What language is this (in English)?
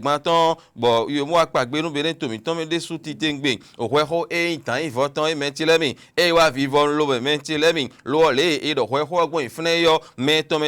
Fon